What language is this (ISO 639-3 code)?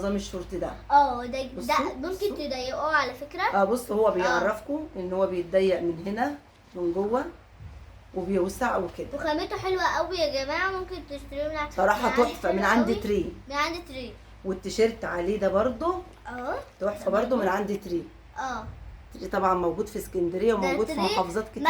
arz